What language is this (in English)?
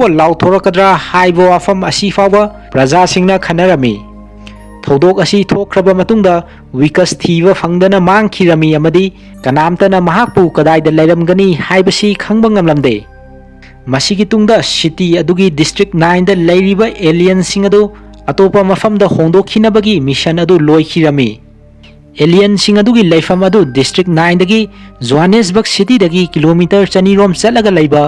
Manipuri